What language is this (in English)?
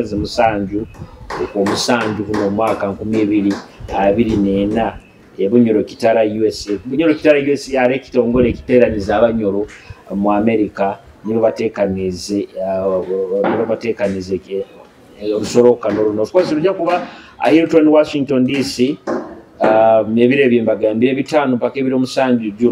Nyoro